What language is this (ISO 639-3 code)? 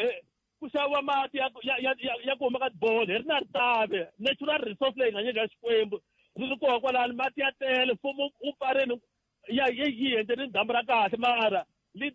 tso